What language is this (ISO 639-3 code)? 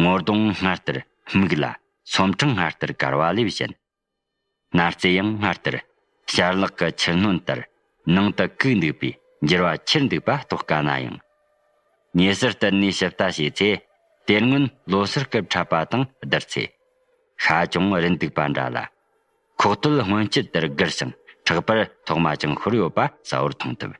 bod